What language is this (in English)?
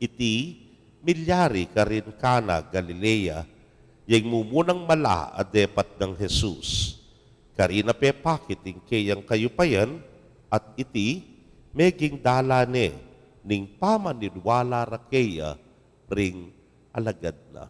Pampanga